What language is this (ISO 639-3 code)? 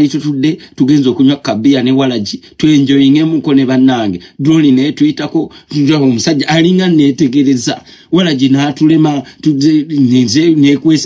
lug